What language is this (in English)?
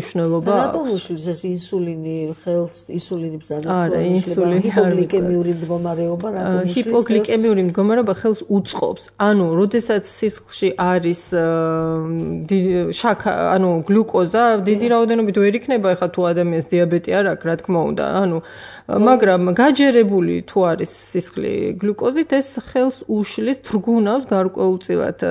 Georgian